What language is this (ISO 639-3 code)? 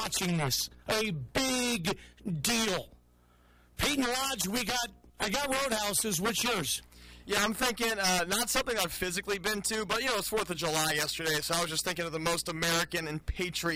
eng